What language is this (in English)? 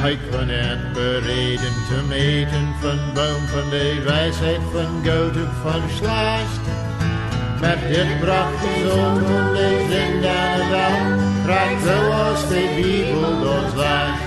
Plautdietsch